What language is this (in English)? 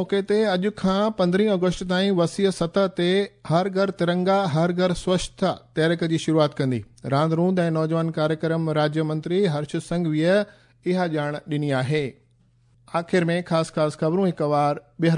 Sindhi